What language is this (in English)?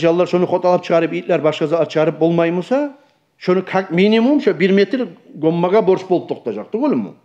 Kumyk